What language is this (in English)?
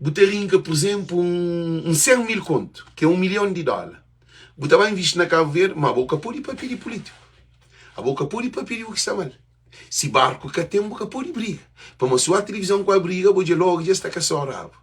Kabuverdianu